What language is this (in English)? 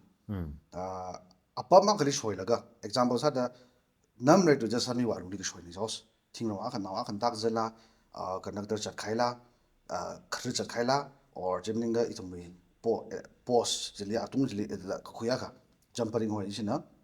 Tangkhul Naga (India)